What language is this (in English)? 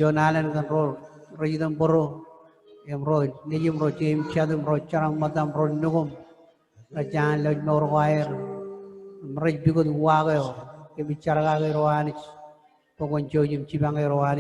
Marshallese